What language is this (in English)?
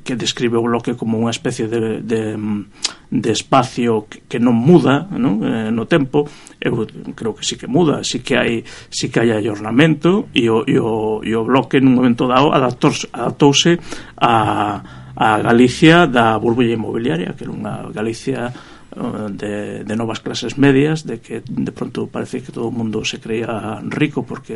Galician